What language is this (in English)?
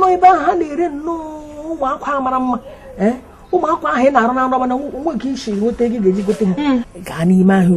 Igbo